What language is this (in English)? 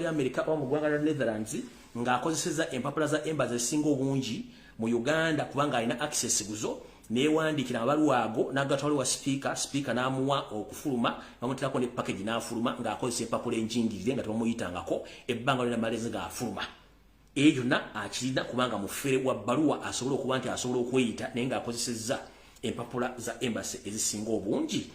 Ganda